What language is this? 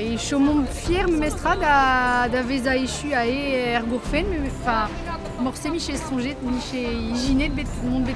Breton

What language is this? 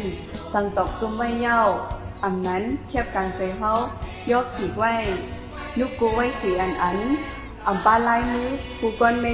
Shan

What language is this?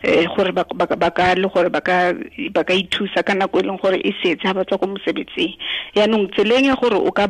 Tswana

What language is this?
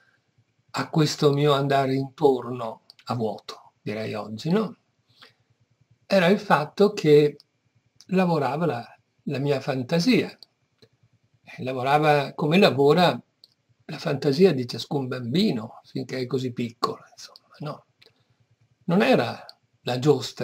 Italian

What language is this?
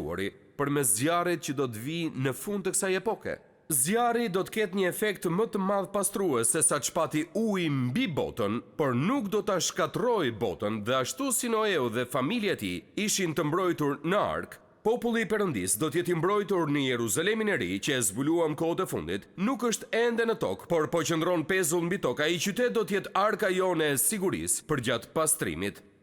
Albanian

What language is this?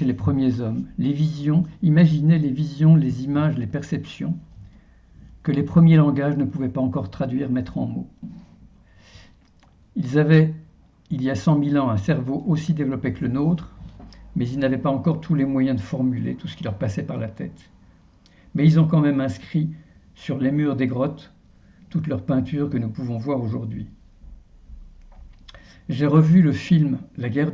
French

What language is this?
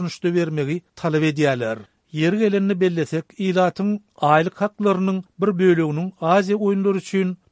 Turkmen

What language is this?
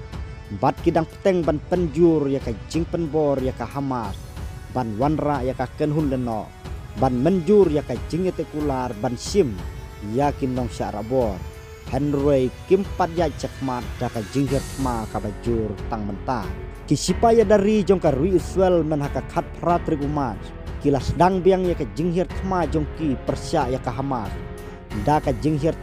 Khasi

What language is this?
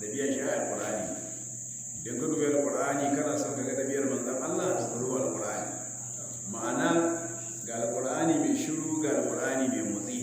Hausa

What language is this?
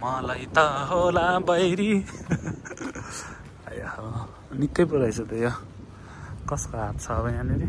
Nepali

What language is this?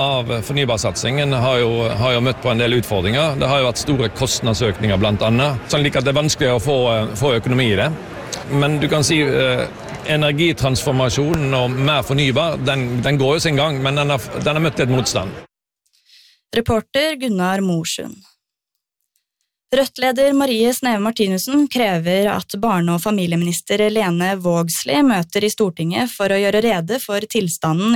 Norwegian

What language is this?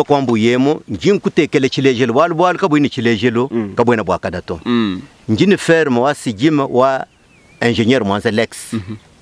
Luba-Lulua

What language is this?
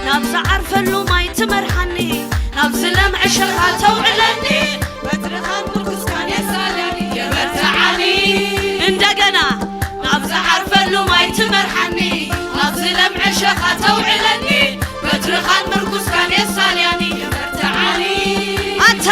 Tigrinya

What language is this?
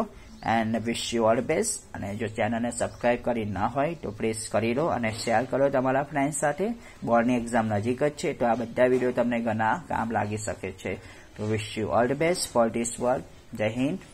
Gujarati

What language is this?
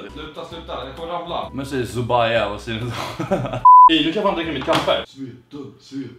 Swedish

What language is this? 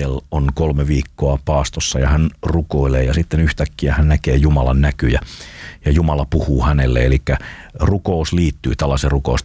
Finnish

